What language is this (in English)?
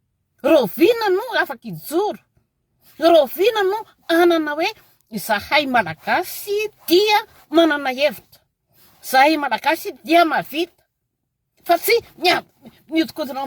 Malagasy